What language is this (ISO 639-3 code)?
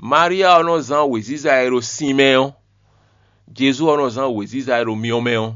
fon